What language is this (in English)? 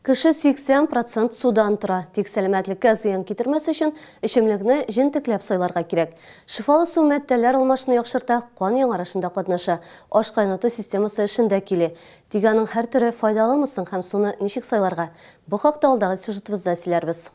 Tatar